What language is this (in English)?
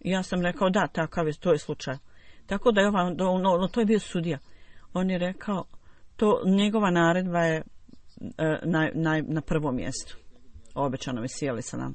Bosnian